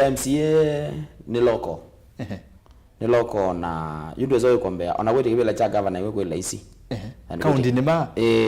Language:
Kamba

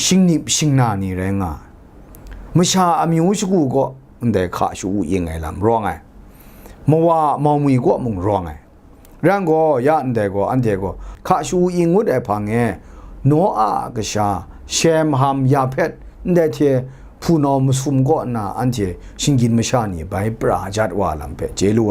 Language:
Kachin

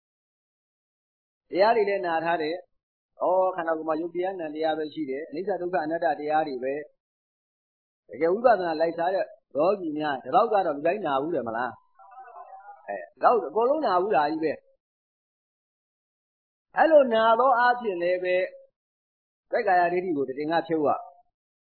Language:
Burmese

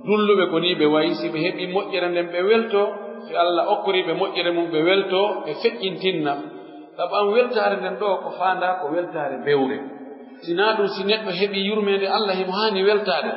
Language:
Pular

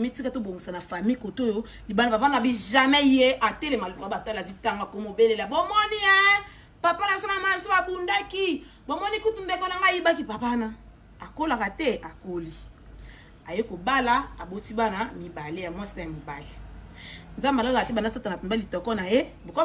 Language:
Lingala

